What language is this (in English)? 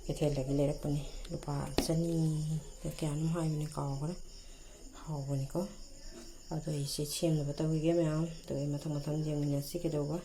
Manipuri